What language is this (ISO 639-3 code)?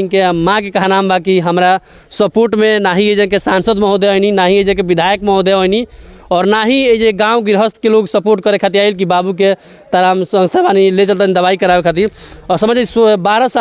bho